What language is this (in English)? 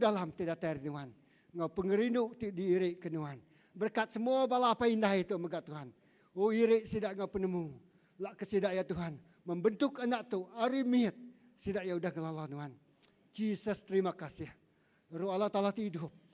Iban